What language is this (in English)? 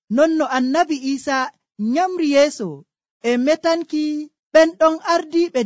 Nigerian Fulfulde